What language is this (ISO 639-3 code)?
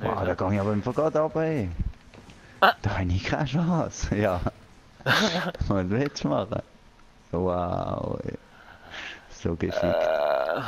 gsw